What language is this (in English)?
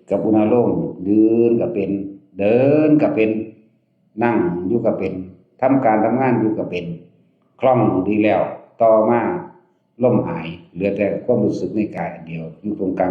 Northeastern Thai